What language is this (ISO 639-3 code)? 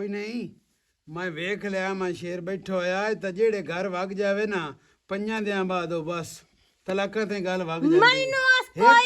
lah